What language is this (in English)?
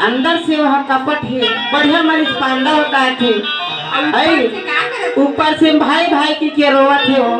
Chhattisgarhi